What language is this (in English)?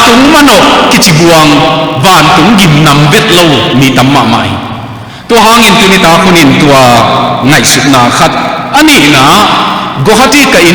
Tedim Chin